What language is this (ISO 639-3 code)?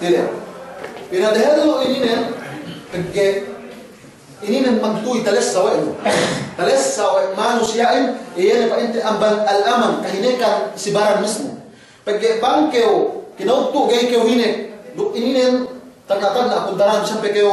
yka